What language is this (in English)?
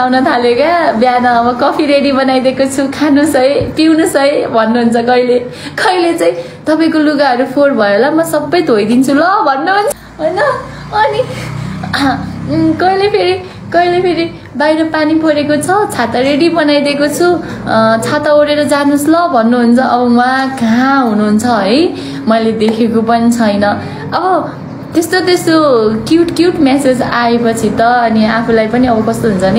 Nepali